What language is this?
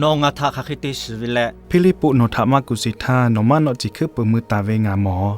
Lahu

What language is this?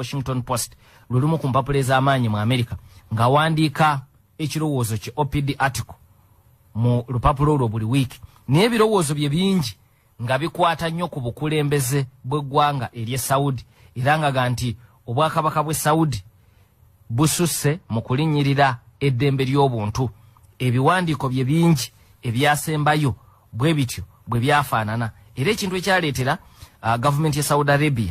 Ganda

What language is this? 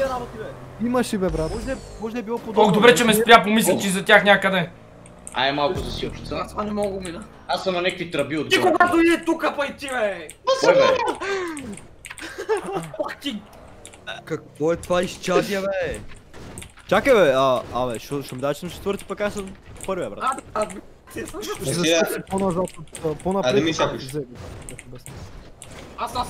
Bulgarian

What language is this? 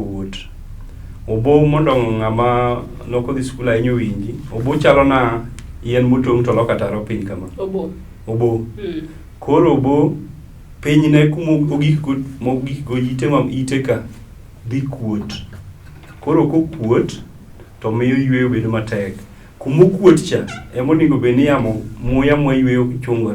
Luo (Kenya and Tanzania)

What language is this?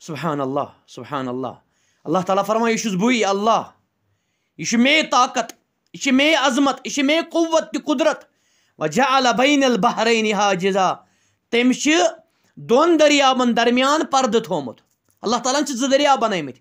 Kashmiri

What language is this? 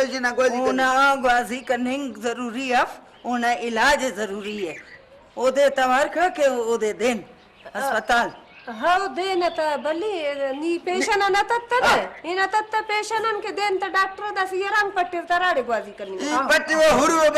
Brahui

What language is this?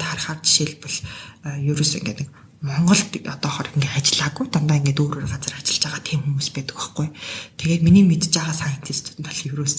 Mongolian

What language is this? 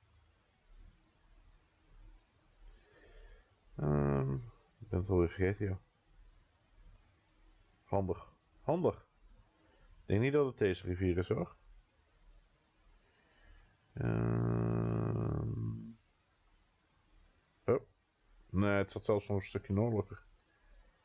Dutch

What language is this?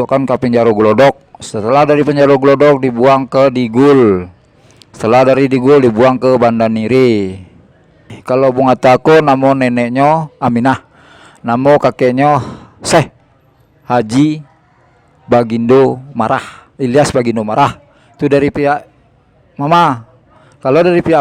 Minangkabau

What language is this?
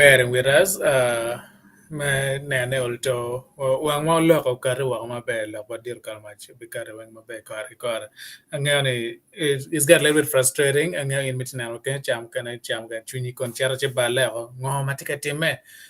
Acoli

